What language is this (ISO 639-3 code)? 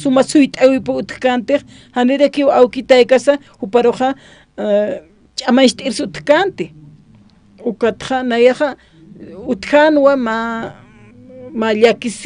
aym